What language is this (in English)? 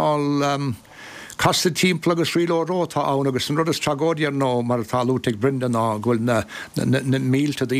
Irish